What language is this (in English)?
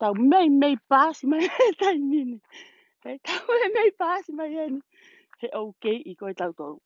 Tongan